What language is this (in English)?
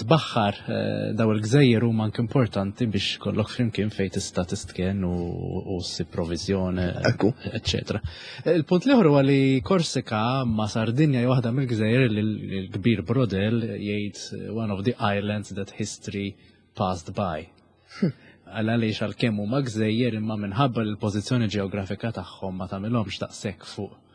Maltese